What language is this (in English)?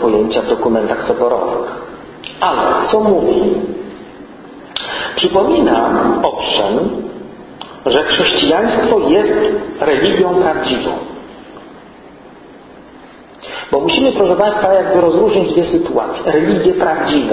Polish